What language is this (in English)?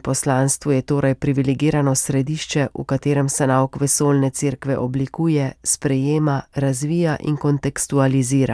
Slovenian